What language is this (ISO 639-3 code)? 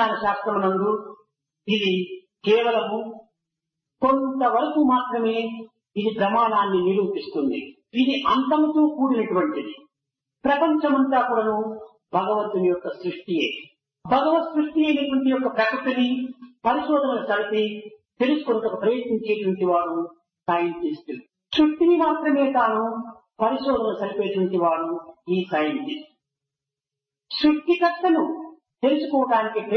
tel